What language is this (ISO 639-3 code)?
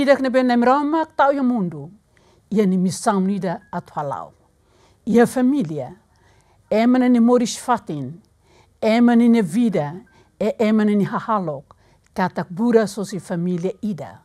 tet